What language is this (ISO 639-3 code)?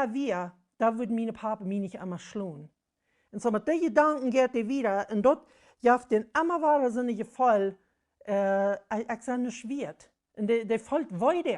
pdt